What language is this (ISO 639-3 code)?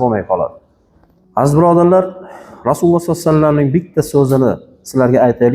uzb